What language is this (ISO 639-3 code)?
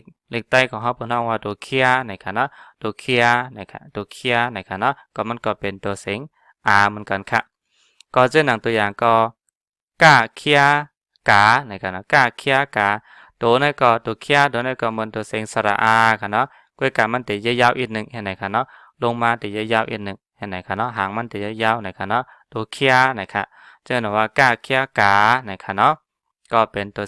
shn